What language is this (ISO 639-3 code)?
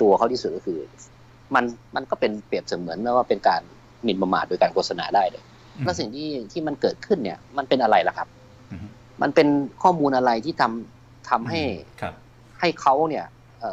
tha